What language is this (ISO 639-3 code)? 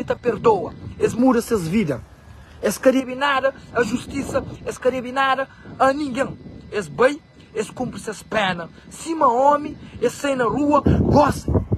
kea